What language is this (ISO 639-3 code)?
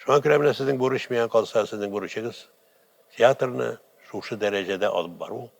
tat